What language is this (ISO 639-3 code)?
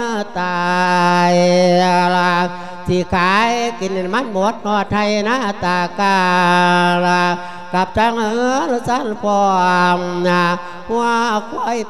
lao